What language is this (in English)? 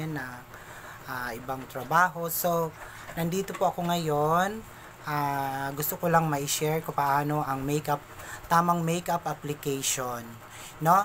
Filipino